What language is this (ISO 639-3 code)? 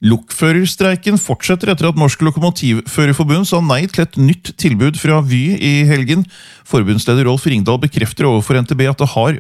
nor